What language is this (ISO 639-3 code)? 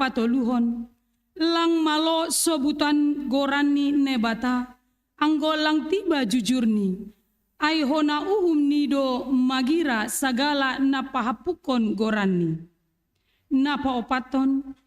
bts